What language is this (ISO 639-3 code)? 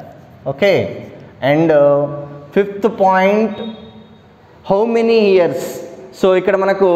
tel